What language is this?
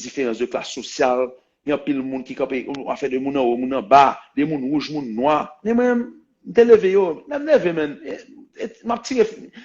Haitian Creole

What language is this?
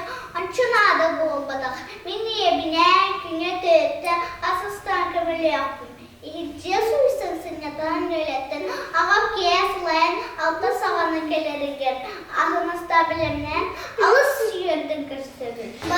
Yakut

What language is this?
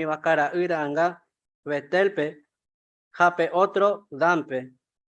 Guarani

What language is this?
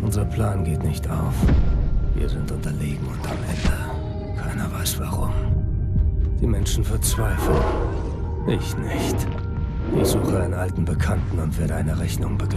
German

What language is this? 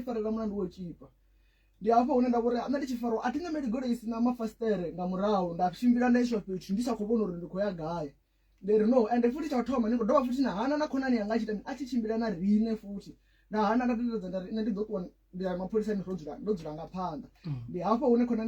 Venda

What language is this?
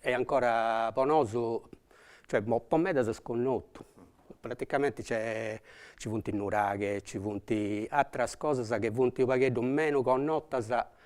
Sardinian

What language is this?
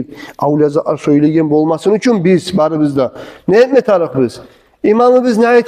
Kumyk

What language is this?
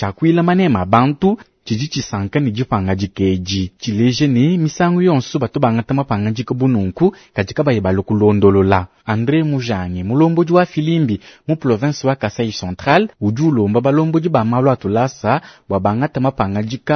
Luba-Lulua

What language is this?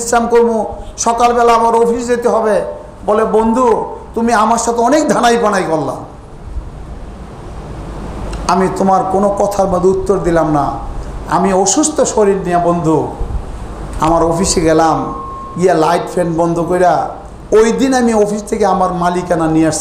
Bangla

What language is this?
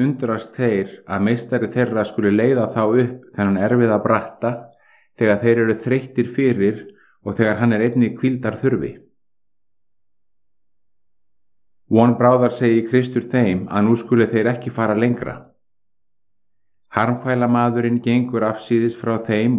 Icelandic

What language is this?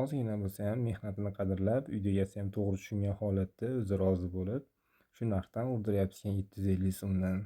Uzbek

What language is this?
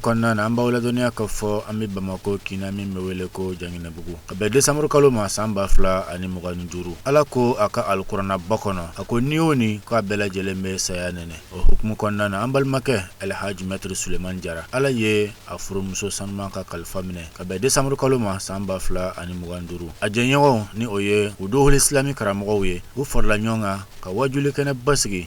Bambara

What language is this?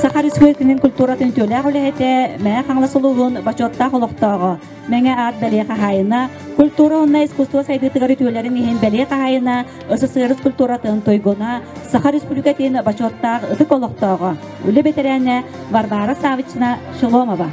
Yakut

